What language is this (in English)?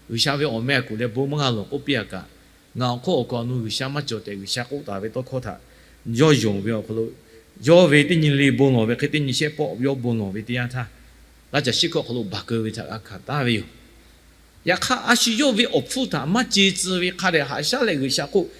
Lahu